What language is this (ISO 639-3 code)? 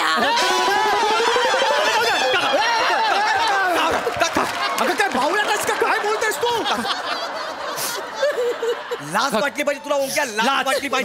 mar